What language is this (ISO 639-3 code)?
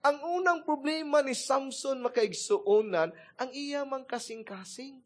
ceb